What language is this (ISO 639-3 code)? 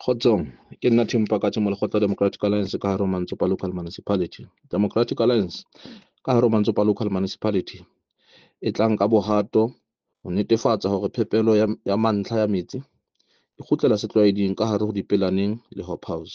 sot